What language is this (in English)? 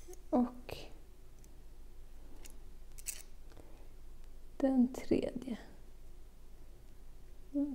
Swedish